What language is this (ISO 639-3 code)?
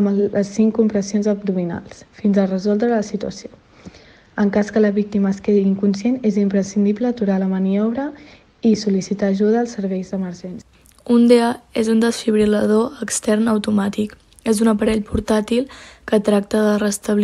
cat